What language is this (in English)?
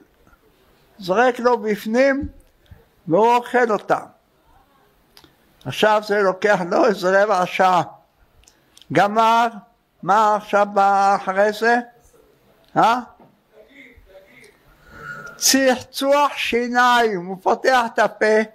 Hebrew